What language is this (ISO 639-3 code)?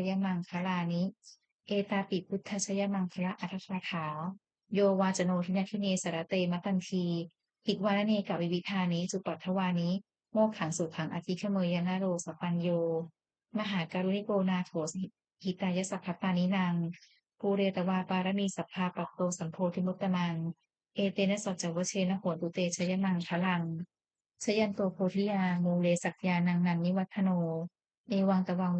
pli